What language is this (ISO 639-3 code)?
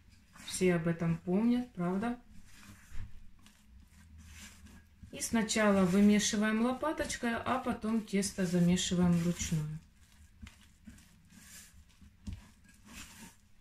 rus